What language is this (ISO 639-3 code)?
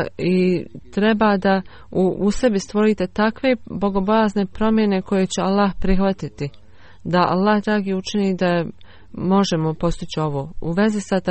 bos